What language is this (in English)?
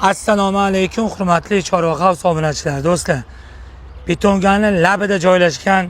Uzbek